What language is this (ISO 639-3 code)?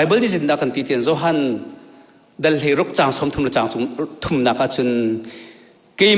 cnh